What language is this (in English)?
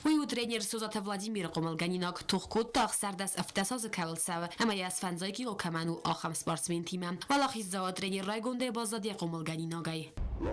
Ossetic